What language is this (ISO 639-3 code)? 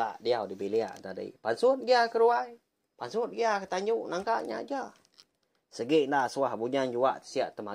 iba